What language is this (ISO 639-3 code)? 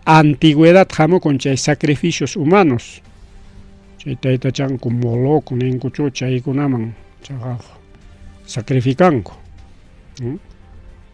quy